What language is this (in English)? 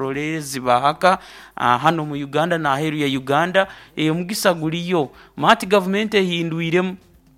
Nyankole